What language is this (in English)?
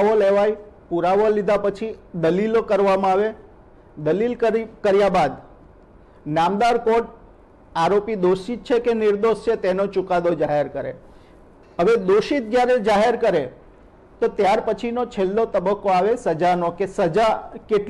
Gujarati